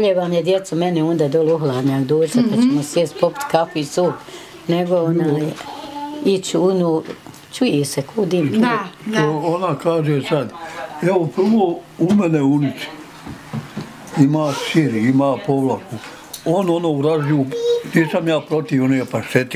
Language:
Bosnian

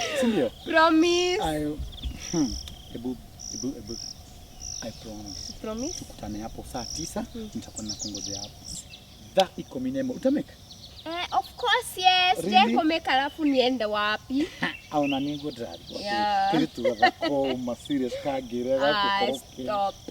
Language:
Kikuyu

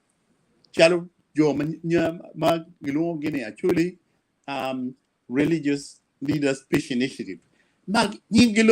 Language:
Acoli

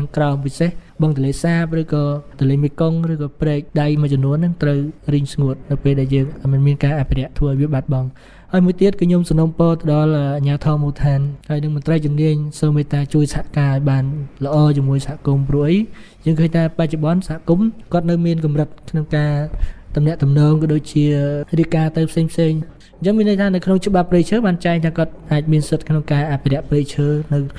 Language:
Khmer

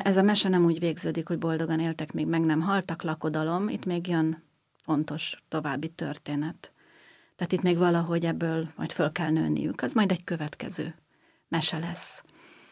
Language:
Hungarian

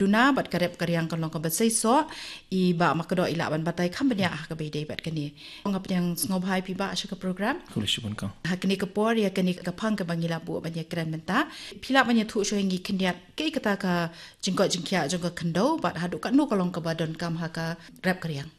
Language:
Khasi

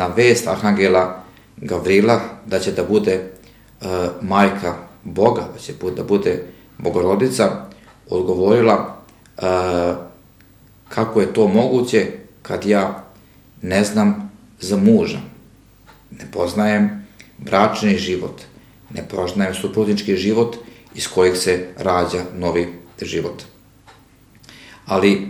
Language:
Serbian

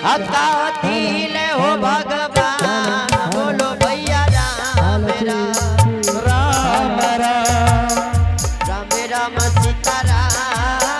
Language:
Angika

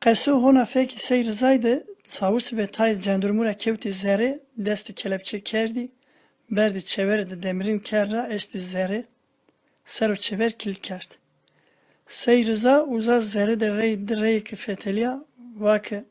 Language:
Zaza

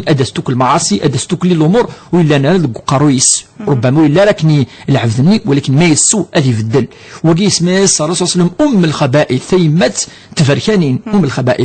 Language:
Kabyle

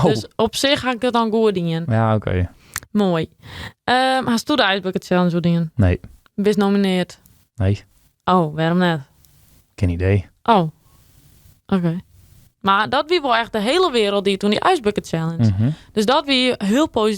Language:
Western Frisian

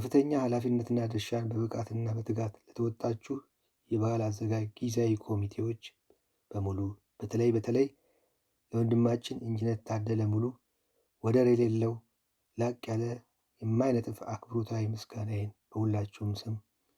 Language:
Amharic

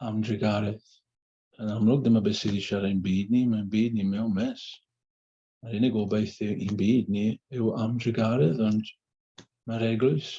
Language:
Welsh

